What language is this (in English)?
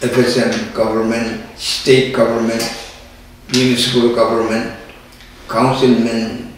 Pohnpeian